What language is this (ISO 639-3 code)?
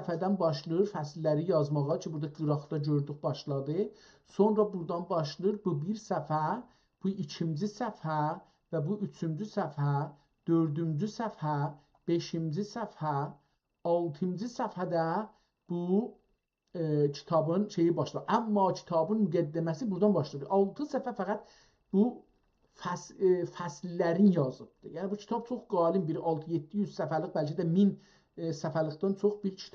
azb